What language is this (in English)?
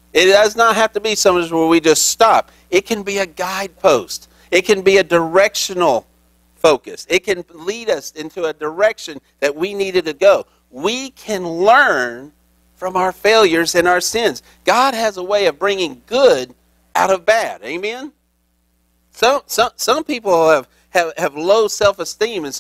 English